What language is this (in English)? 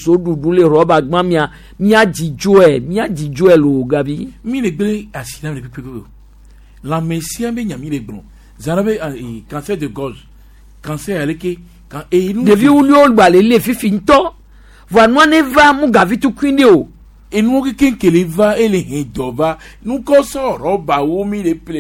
Gen